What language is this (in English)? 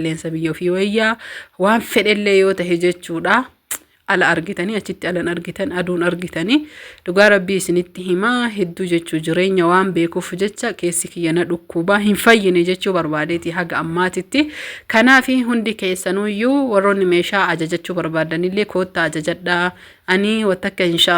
Oromo